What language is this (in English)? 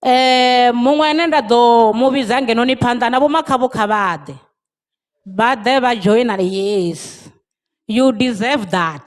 Venda